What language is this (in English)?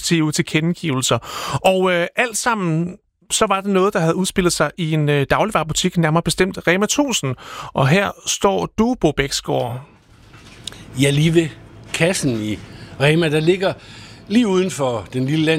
Danish